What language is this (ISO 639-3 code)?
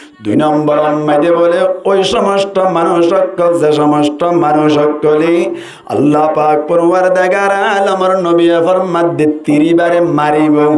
rhg